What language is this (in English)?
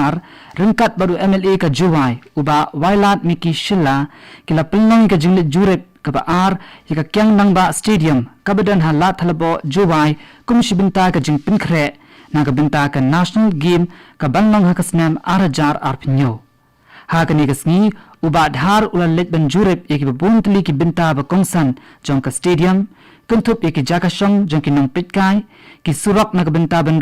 Khasi